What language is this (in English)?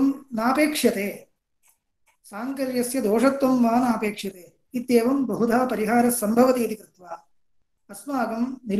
Sanskrit